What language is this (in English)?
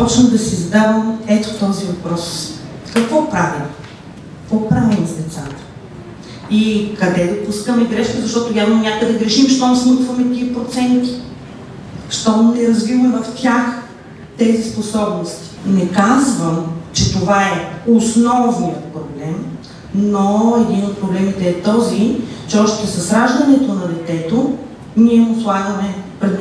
Bulgarian